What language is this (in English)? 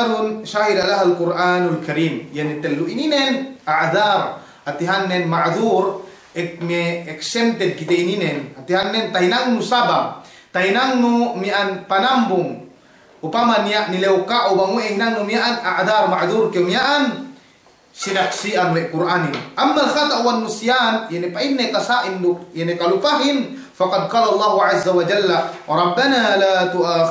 Yakan